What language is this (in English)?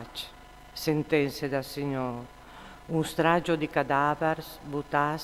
Friulian